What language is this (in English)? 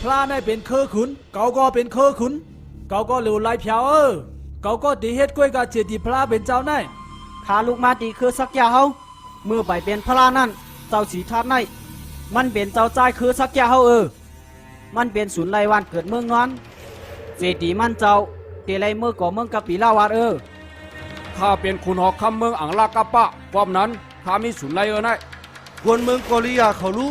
Shan